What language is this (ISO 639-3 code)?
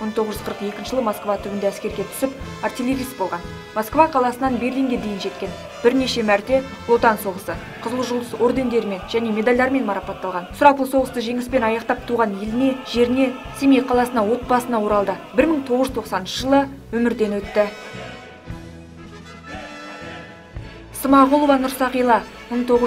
kaz